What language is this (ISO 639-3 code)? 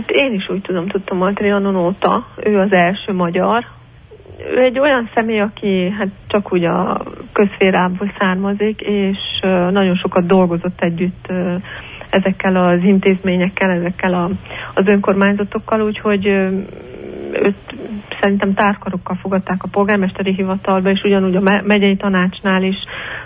hun